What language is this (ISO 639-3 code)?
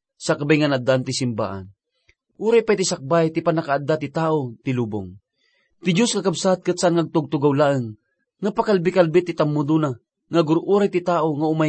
ilo